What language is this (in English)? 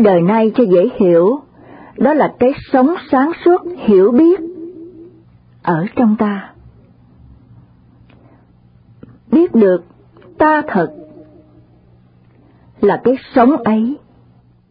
Vietnamese